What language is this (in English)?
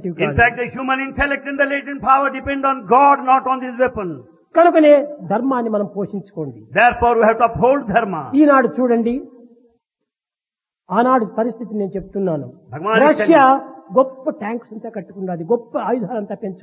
Telugu